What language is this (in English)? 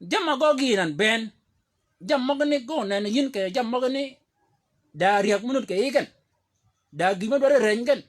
Shilluk